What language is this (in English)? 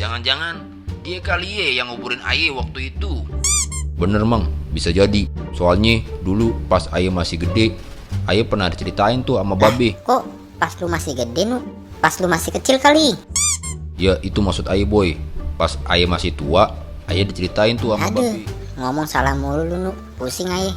Betawi